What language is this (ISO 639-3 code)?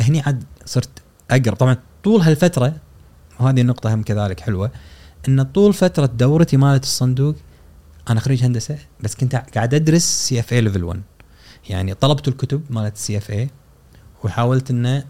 afb